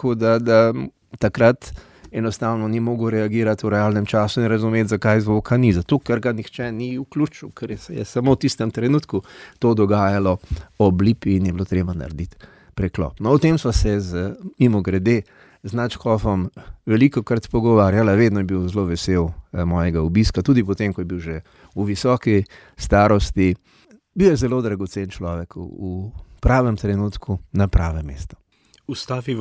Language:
Slovenian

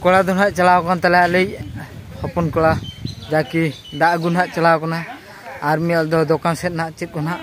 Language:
Santali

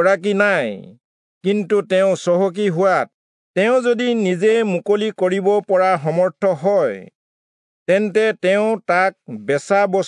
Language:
Assamese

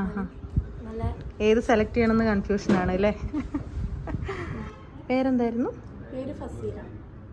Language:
Malayalam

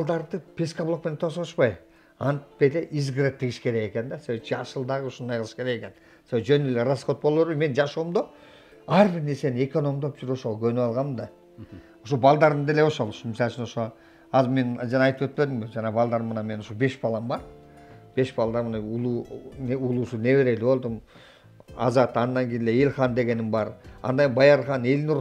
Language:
Kyrgyz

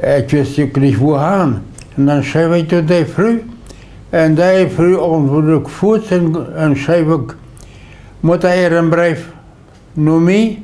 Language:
Plautdietsch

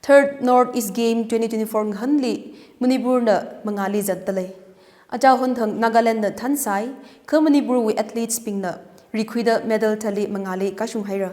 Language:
Tangkhul Naga (India)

